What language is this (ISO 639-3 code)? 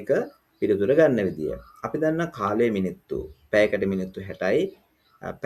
sin